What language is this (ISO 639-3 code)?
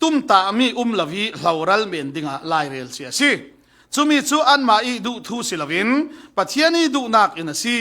cfm